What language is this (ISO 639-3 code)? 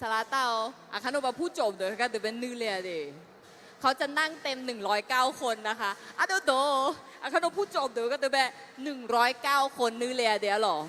ahk